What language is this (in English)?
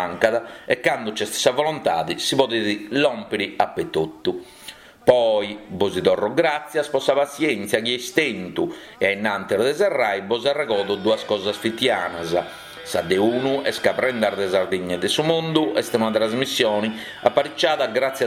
Sardinian